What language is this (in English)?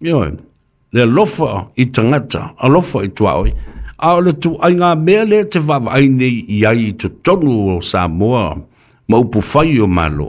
Samoan